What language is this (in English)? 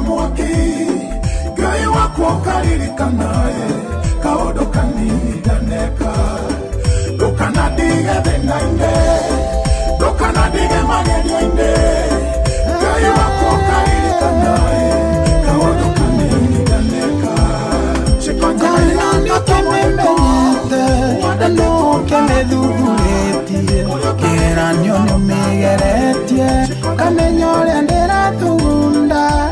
Kikuyu